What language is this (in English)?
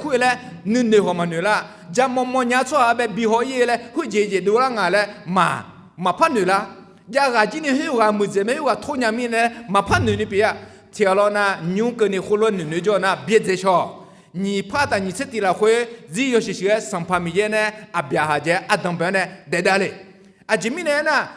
Akha